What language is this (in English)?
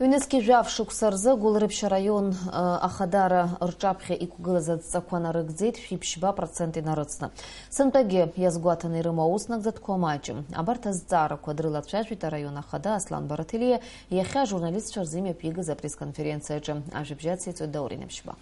Abkhazian